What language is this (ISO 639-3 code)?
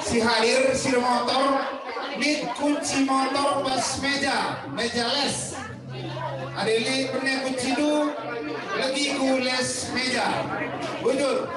btx